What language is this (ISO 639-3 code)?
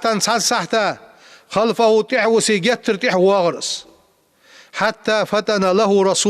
inh